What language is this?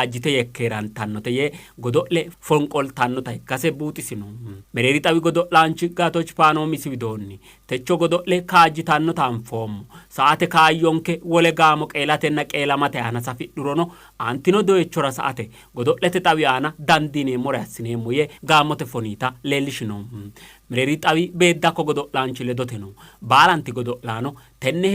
Sidamo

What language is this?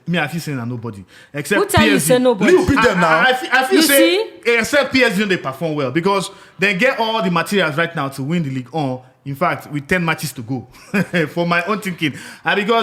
Nigerian Pidgin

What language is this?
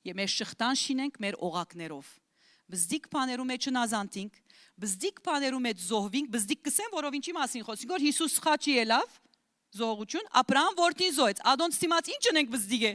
Western Armenian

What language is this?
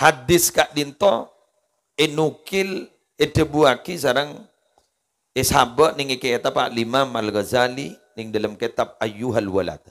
Madurese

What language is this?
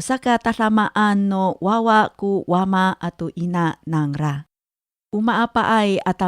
Amis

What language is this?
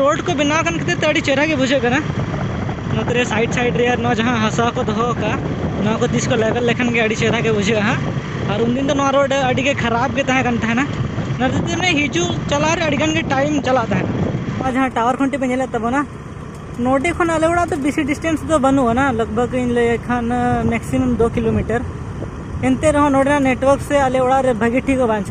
Santali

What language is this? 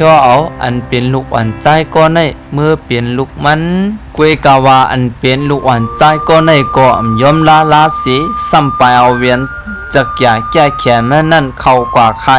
Shan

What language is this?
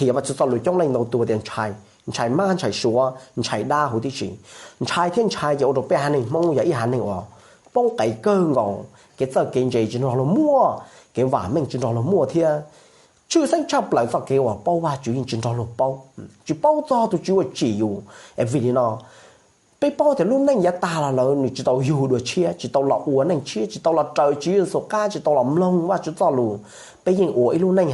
Hmong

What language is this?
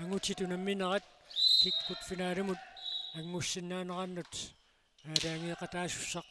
Kalaallisut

